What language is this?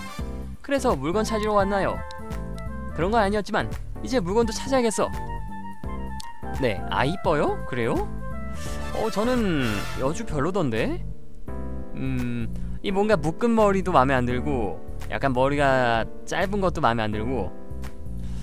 Korean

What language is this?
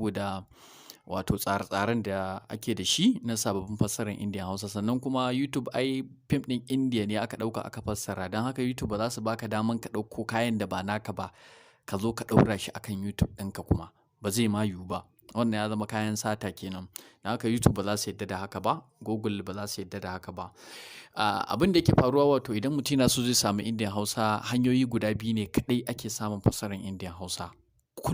Hausa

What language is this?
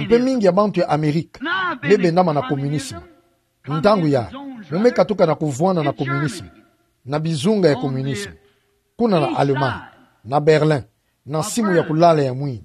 Kituba (Democratic Republic of Congo)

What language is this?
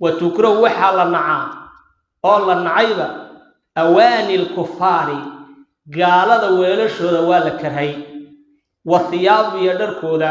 Somali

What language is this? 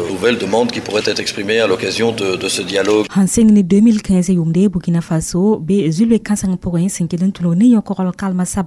Mossi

